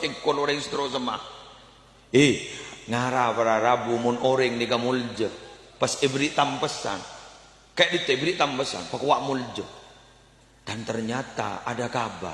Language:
Madurese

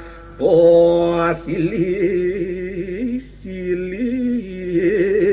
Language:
Balinese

